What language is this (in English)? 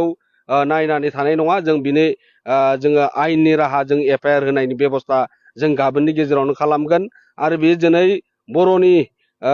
Bodo